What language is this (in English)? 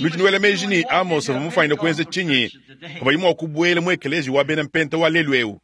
Luba-Lulua